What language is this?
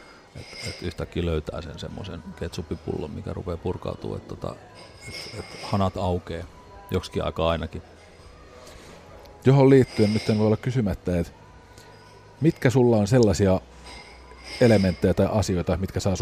Finnish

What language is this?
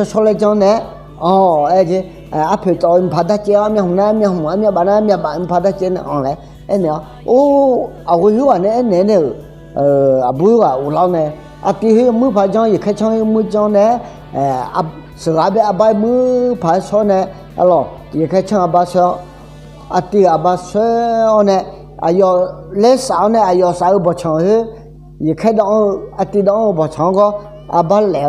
Akha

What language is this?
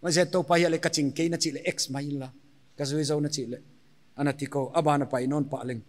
Paite Chin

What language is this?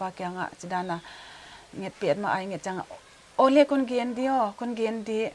Paite Chin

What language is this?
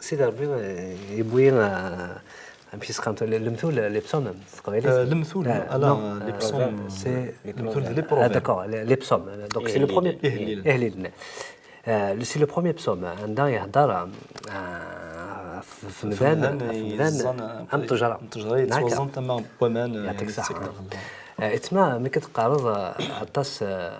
Kabyle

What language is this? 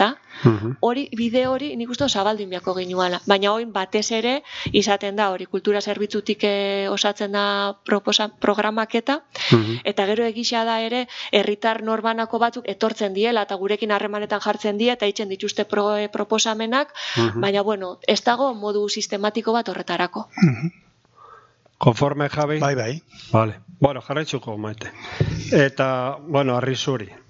Basque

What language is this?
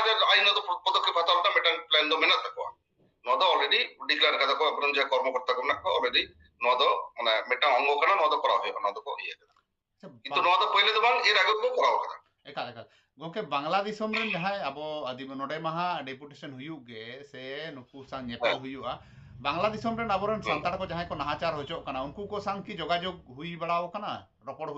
Santali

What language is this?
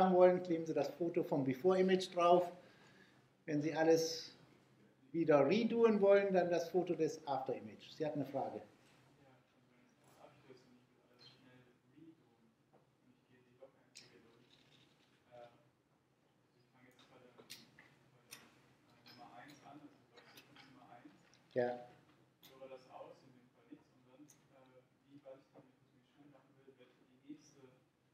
German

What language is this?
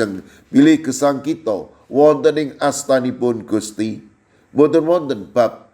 Javanese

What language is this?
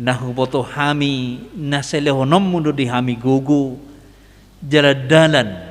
Batak Toba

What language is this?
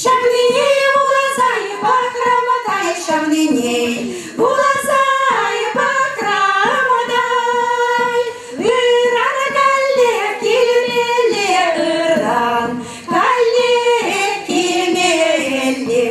Chuvash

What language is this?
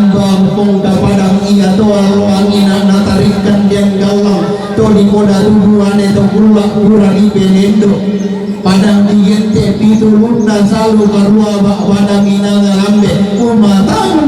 Toraja-Sa'dan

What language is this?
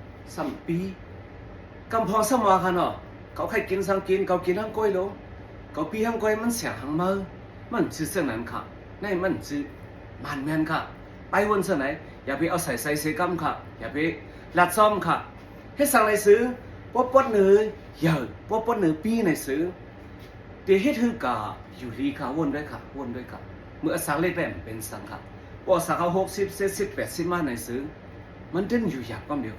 Shan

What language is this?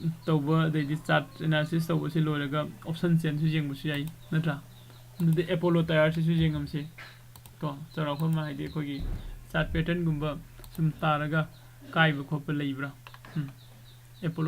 Manipuri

